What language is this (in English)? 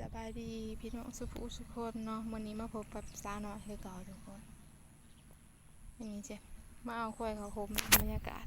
Lao